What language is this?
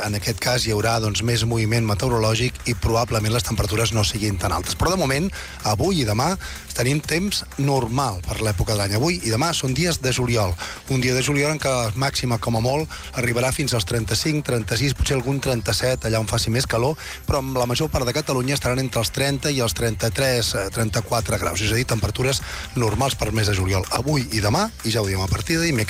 Catalan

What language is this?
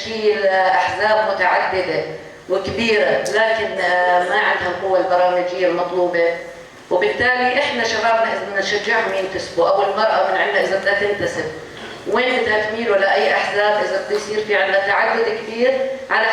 North Levantine Arabic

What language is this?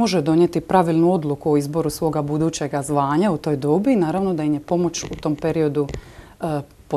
Croatian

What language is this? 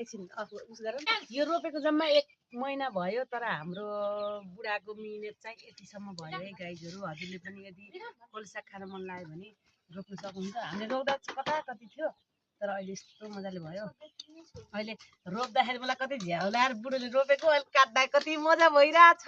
Nepali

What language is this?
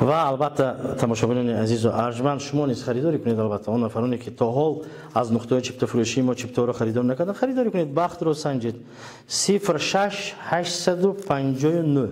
Tajik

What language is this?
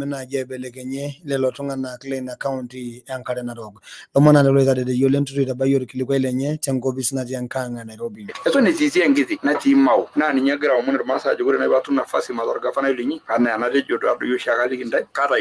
Masai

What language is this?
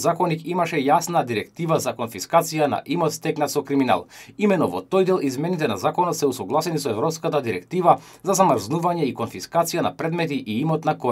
Macedonian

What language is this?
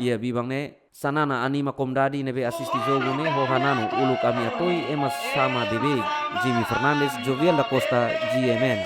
Tetum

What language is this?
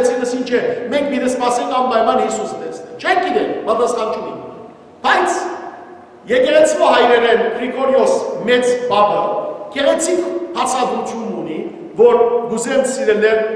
Western Armenian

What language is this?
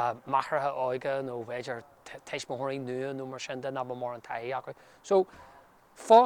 Irish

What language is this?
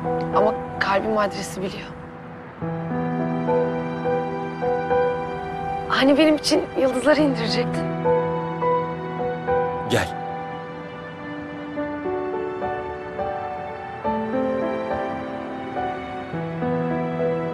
Turkish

